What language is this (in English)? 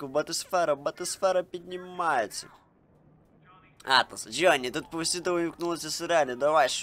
Ukrainian